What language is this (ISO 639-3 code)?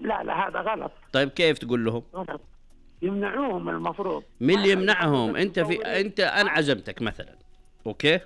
ars